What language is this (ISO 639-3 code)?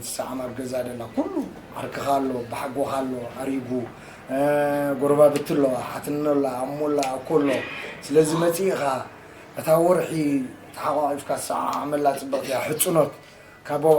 tir